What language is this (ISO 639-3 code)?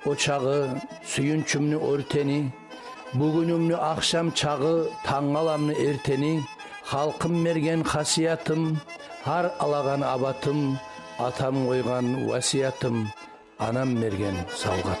kum